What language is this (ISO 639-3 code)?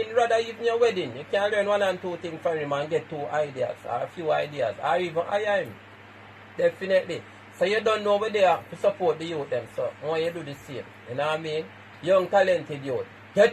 jam